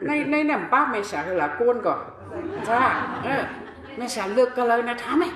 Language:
Shan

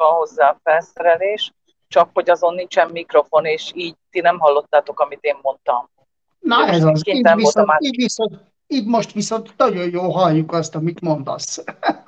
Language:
Hungarian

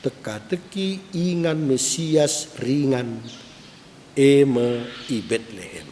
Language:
Batak Karo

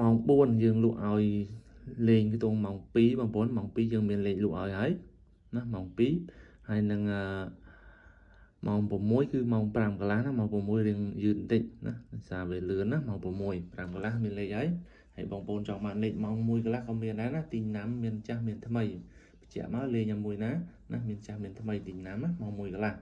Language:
Khmer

